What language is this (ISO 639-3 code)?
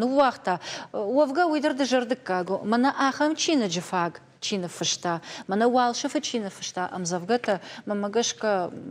oss